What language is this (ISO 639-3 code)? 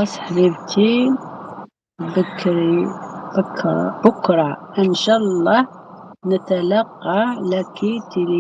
arq